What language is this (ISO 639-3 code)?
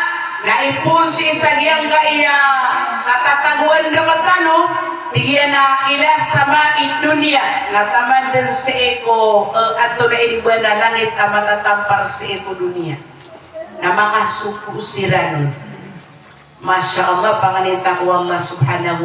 mrw